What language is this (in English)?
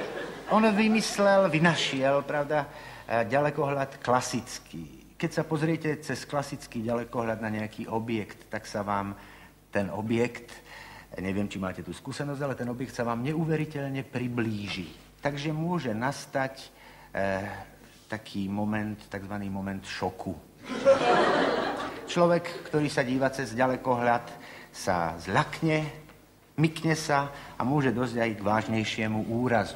Slovak